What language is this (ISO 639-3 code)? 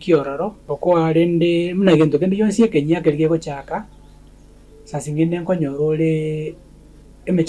guz